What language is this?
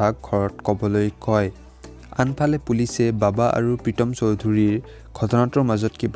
Assamese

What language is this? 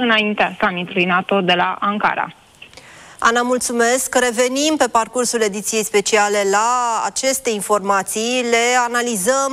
Romanian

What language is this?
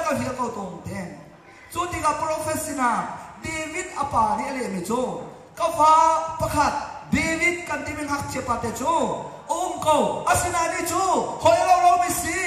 Hakha Chin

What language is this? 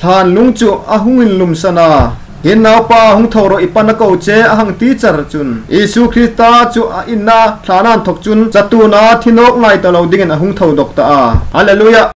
Hmar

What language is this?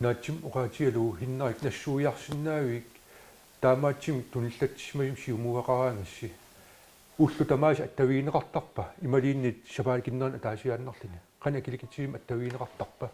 Kalaallisut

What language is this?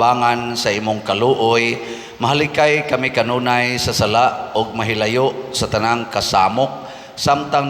Cebuano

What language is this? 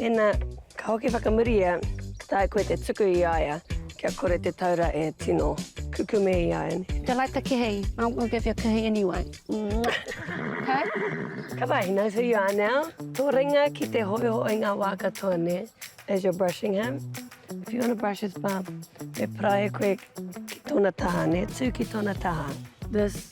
Māori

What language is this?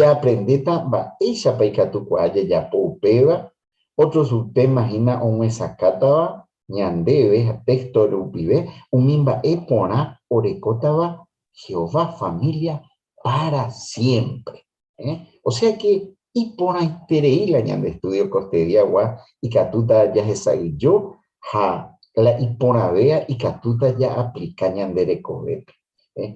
Guarani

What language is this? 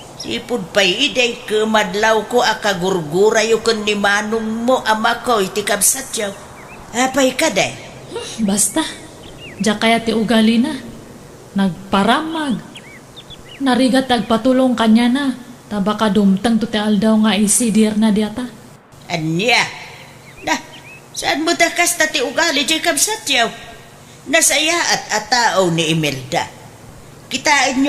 Iloko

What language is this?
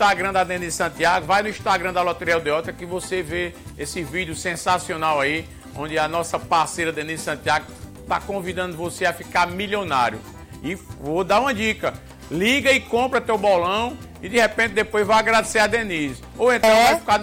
Portuguese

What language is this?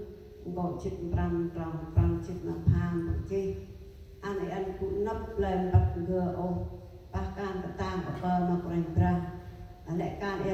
Central Mnong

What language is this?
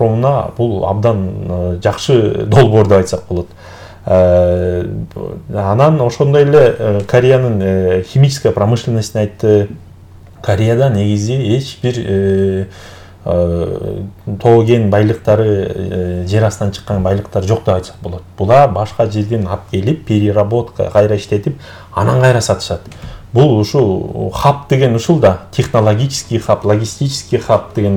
Kyrgyz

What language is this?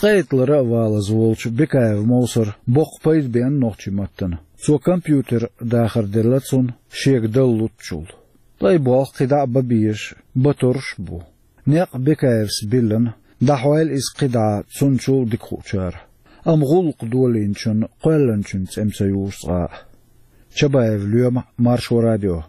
Chechen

